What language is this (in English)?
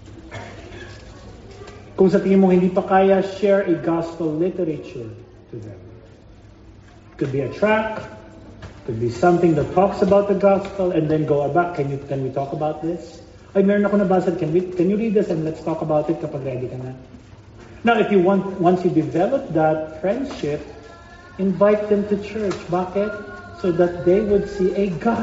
Filipino